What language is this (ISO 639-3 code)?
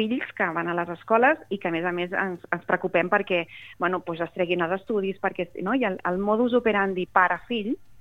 cat